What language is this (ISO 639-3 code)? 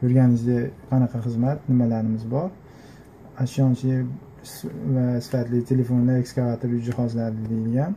uzb